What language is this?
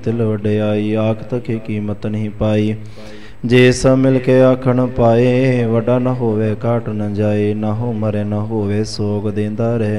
Punjabi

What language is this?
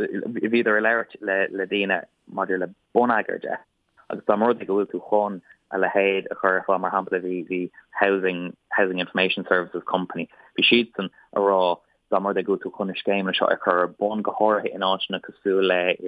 Irish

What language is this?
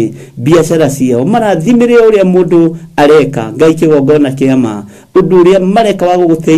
Kikuyu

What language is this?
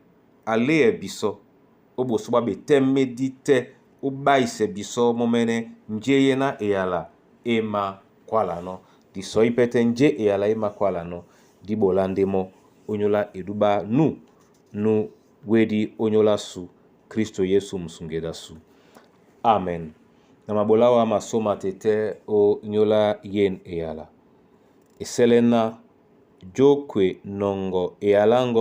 Duala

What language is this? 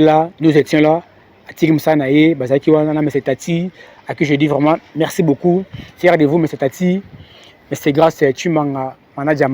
Lingala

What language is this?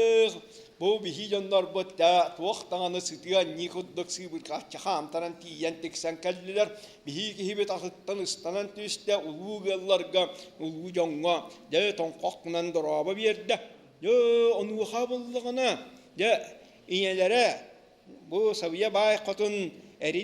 Yakut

